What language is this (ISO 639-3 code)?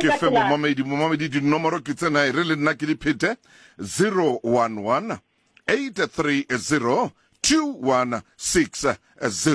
sot